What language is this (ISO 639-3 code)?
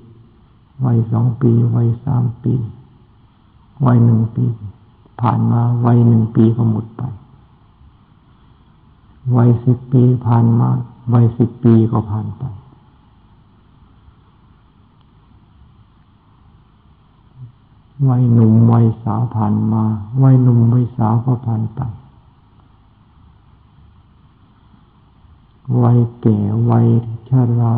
tha